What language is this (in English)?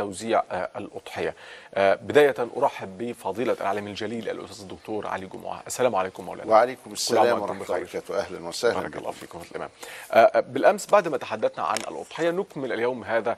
Egyptian Arabic